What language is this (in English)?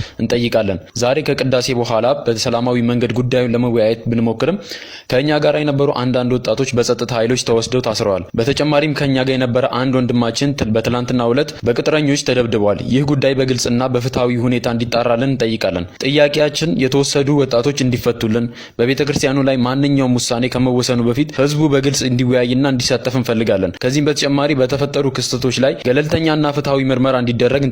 Amharic